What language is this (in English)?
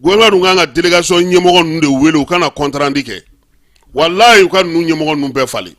Bambara